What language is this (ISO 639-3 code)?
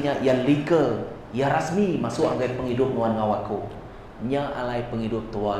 iba